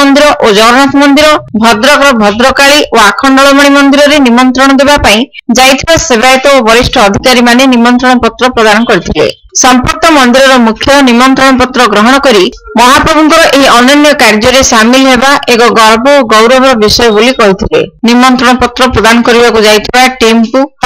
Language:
Odia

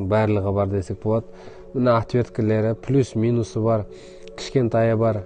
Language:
Kazakh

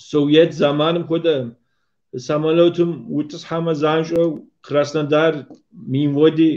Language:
Kabardian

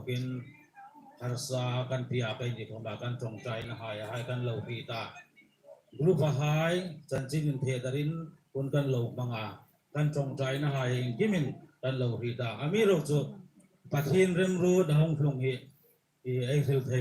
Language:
Hmar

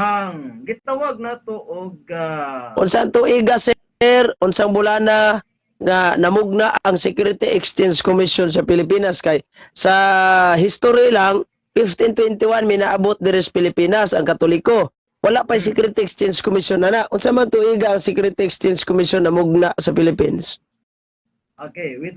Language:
Cebuano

